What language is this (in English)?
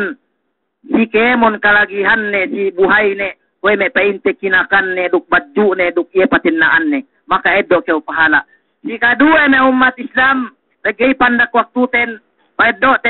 Yakan